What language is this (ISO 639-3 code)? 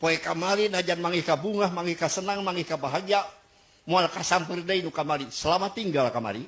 sun